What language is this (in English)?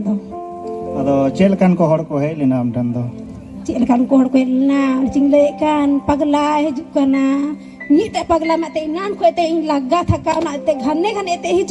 Santali